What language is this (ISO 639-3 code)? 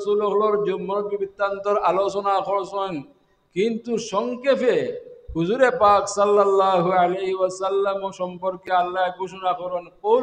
syl